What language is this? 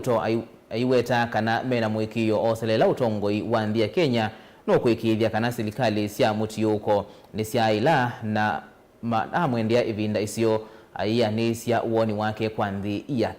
Kamba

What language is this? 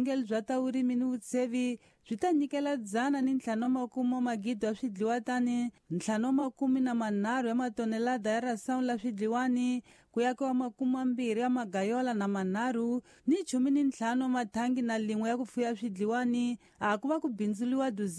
Tsonga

